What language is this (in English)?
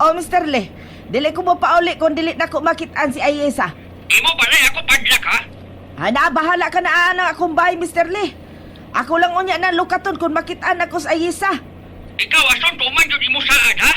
Cebuano